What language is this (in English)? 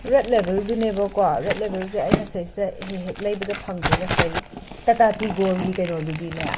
Manipuri